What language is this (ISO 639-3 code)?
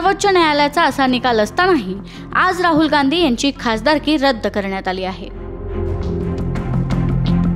mar